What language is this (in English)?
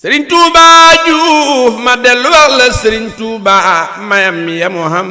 Wolof